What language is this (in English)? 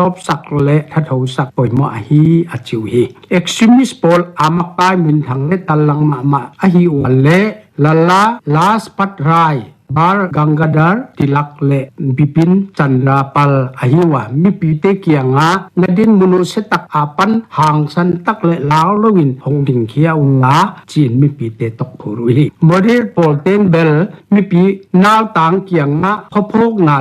Paite Chin